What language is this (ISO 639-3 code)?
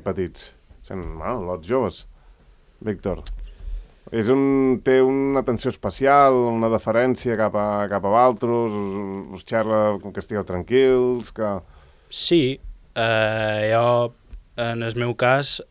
cat